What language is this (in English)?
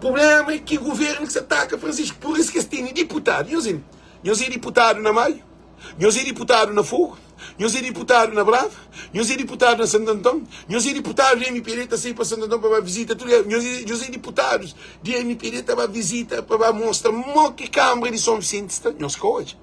Kabuverdianu